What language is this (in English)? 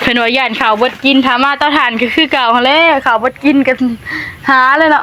Northeastern Thai